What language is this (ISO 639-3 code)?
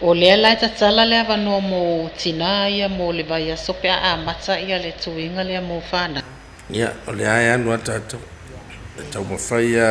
smo